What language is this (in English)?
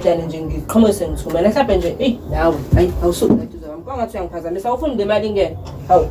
Zulu